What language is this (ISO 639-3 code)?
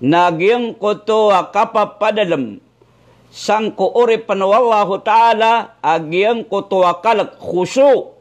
mrw